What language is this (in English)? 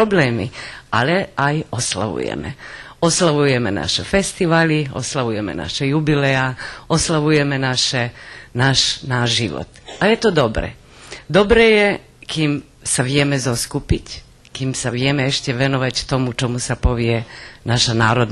Rusyn